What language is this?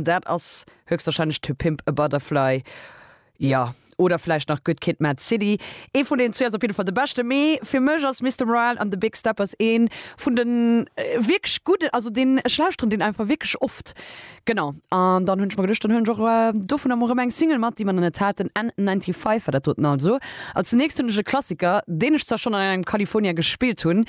Luxembourgish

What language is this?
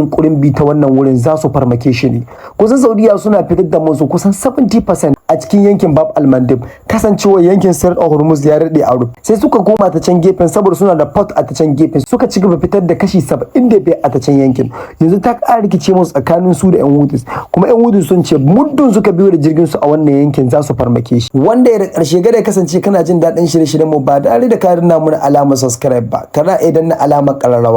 Hausa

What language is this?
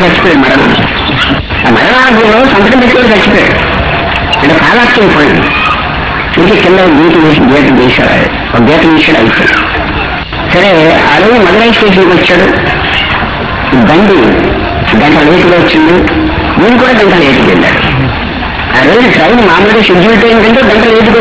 Telugu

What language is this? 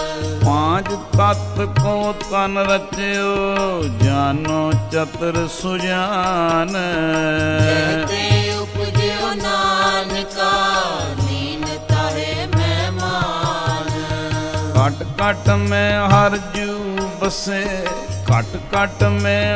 Punjabi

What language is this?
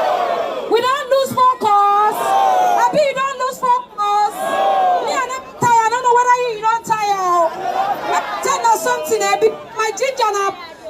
Nigerian Pidgin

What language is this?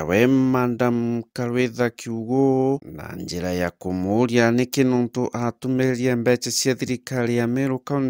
Meru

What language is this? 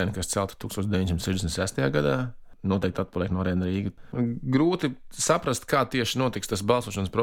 Latvian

